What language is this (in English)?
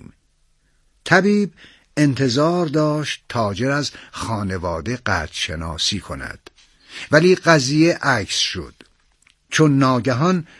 Persian